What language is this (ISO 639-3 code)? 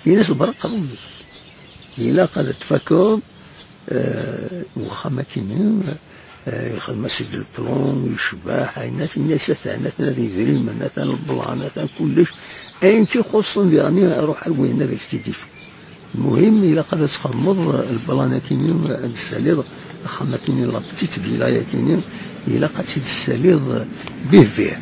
kab